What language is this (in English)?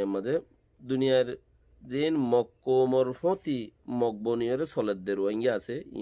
Rohingya